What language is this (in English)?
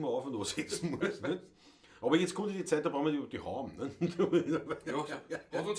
Bavarian